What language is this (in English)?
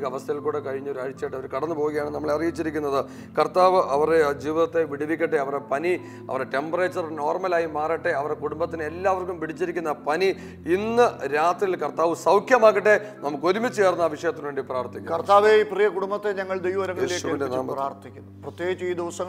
Malayalam